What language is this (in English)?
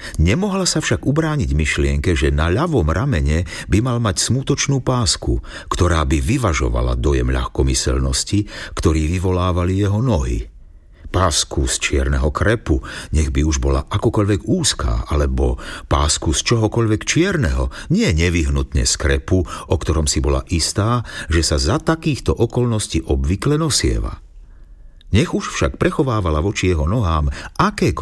Slovak